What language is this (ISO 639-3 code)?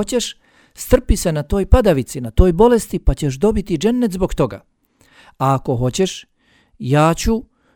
bos